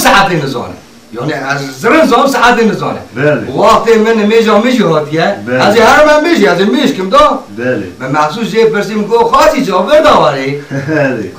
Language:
Kurdish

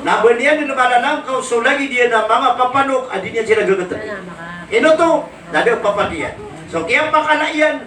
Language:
Maranao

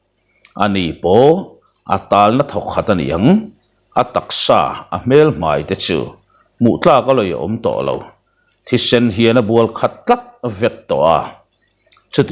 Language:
Mizo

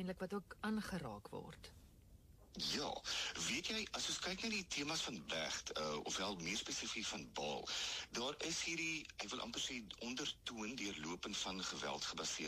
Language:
Afrikaans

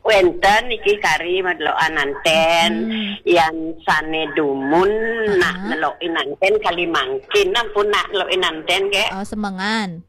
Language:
Balinese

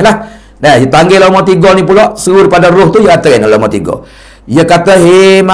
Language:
Malay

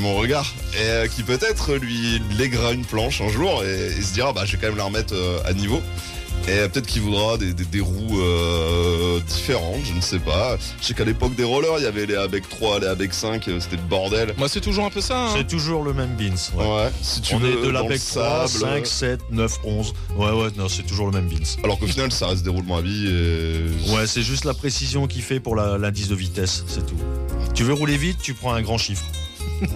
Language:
French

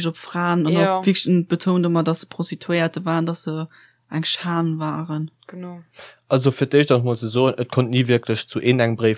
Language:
Luxembourgish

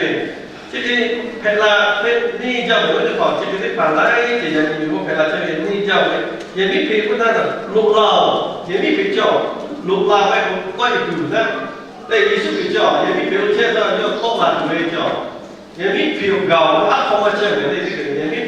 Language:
Lahu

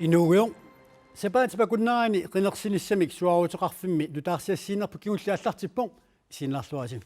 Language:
Kalaallisut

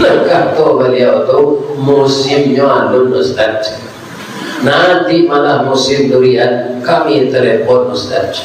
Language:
Minangkabau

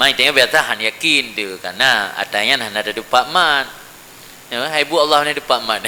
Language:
Achinese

